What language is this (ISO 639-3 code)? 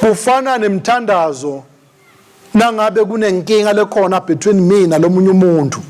ssw